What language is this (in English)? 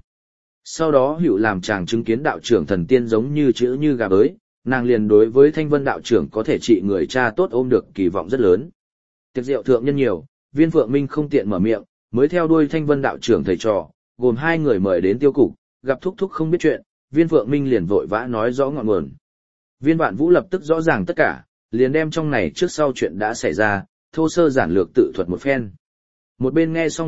Vietnamese